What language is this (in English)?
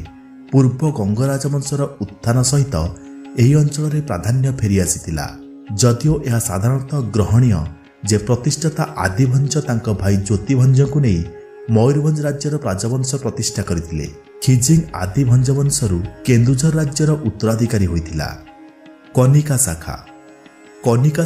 Odia